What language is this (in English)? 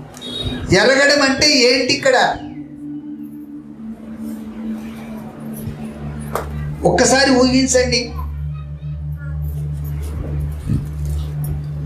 Telugu